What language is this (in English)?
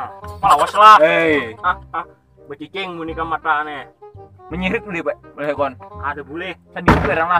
Banjar